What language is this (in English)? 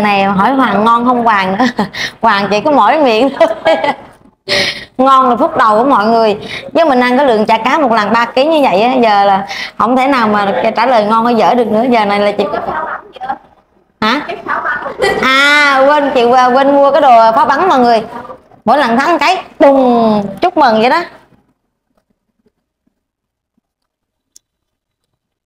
Vietnamese